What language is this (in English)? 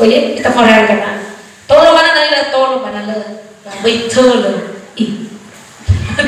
Nias